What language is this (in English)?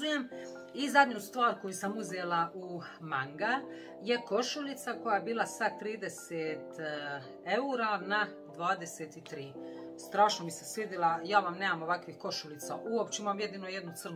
Croatian